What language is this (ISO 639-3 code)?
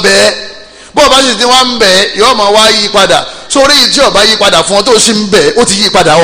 yor